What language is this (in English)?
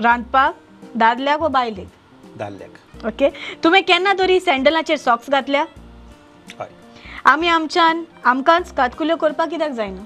Konkani